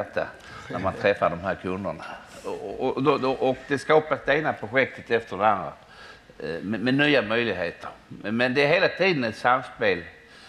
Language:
Swedish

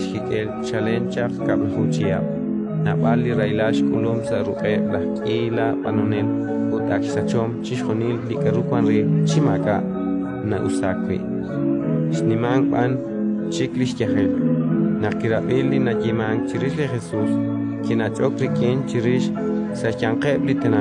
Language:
Kekchí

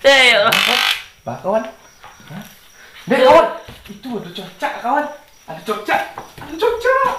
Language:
Minangkabau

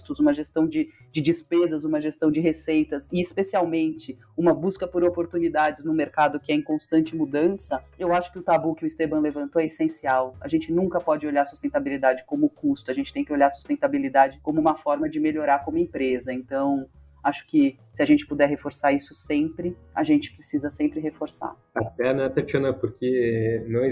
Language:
Portuguese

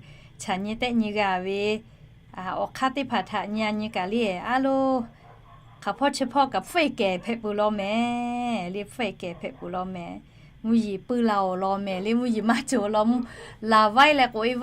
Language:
Lahu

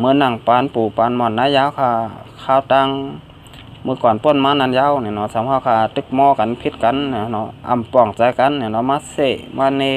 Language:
Shan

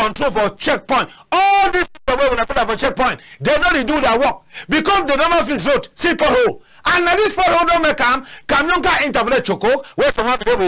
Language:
Cameroon Pidgin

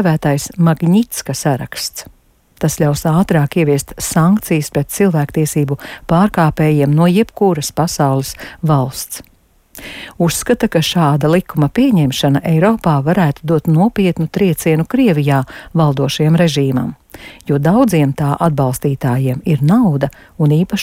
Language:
Latvian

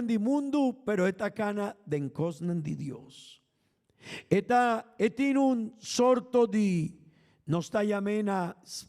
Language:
Papiamento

